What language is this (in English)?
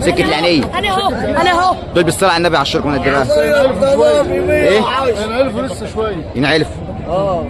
Egyptian Arabic